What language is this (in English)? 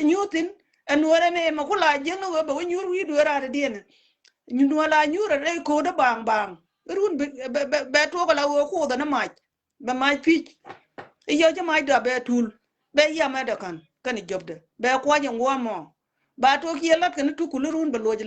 Nuer